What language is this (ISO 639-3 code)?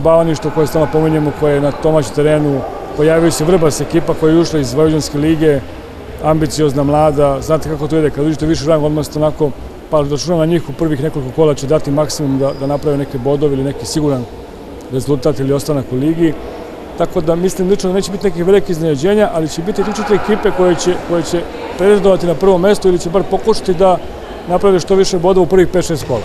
srp